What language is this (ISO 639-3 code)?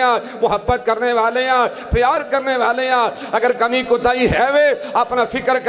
urd